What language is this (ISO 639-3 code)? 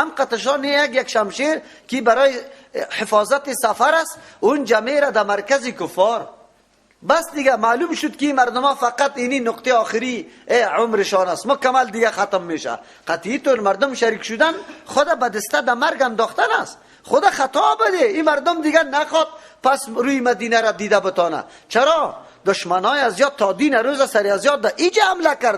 fas